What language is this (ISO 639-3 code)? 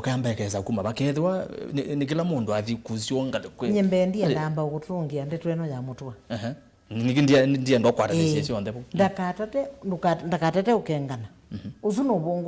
kam